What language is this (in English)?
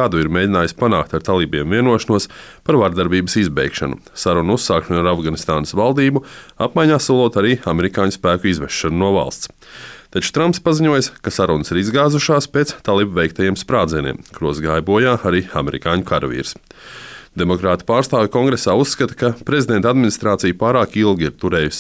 Latvian